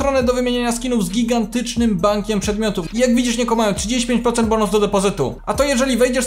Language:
Polish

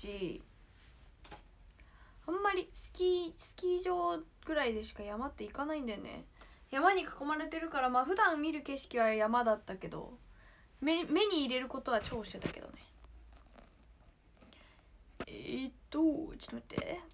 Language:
Japanese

